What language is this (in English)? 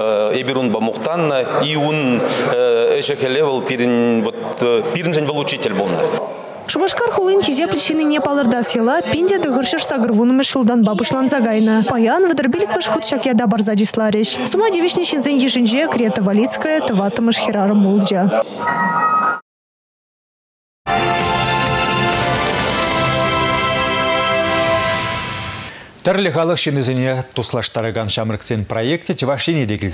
Chuvash